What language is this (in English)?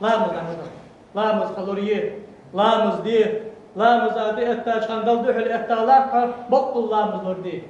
Ingush